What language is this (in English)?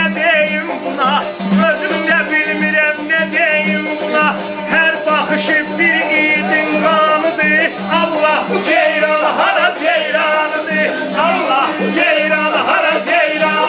South Azerbaijani